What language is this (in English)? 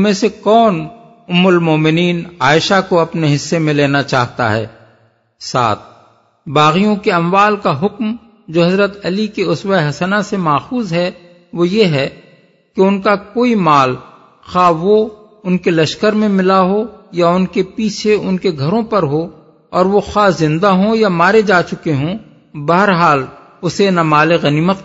Urdu